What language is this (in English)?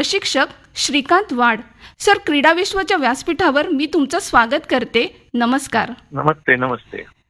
Marathi